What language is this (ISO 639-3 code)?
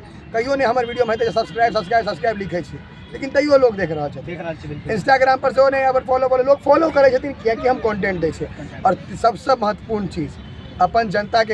mai